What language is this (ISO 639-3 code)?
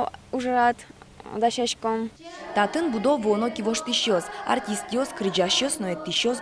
udm